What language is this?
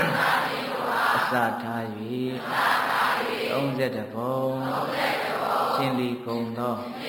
Burmese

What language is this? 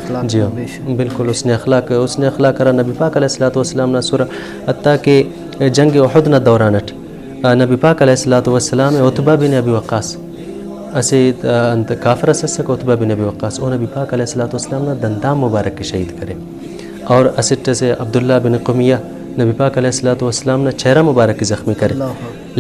Brahui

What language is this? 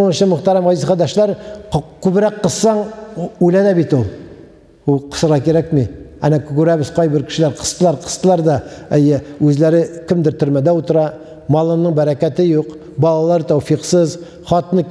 Tatar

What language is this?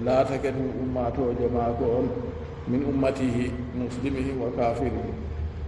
Fula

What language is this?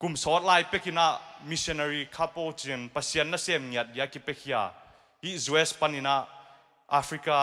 Tedim Chin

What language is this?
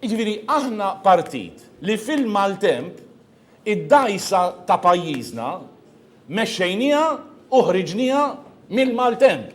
Maltese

